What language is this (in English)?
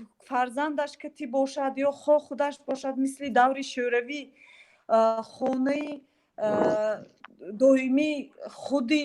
Tajik